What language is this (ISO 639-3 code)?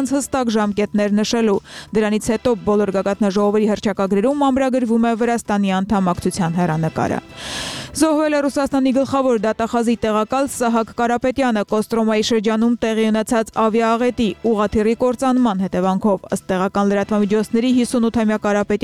hye